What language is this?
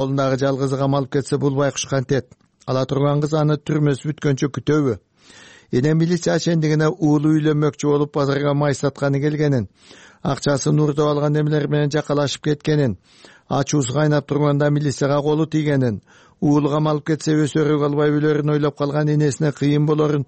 Kyrgyz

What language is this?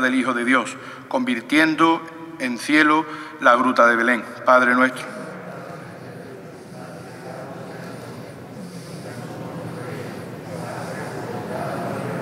Spanish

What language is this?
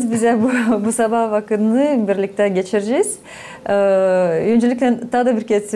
Gagauz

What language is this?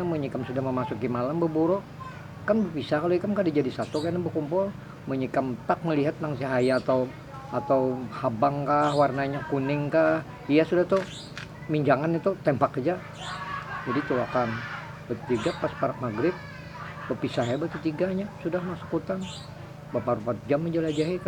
Banjar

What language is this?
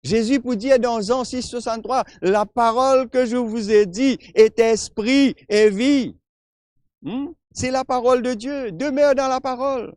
Morisyen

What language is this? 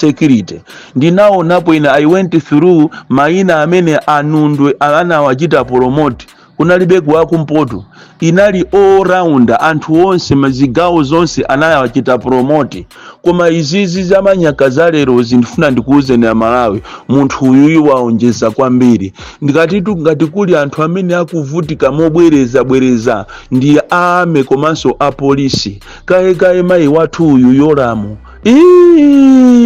Nyanja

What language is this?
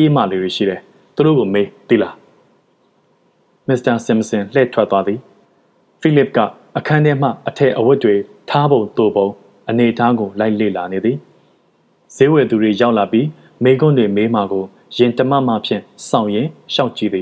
Burmese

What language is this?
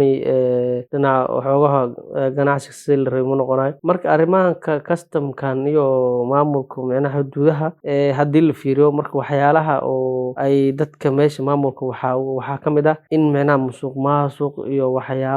Somali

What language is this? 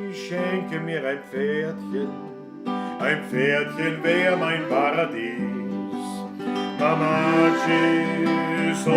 Bavarian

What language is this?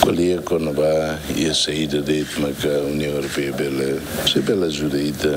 Tetum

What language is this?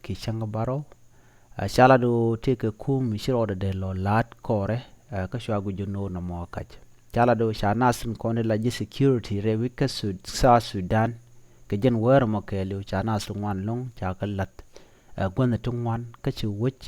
Nuer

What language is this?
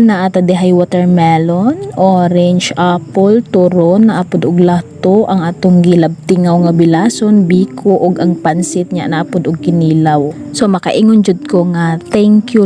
Cebuano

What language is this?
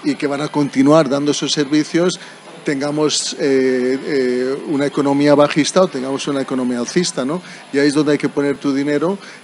Spanish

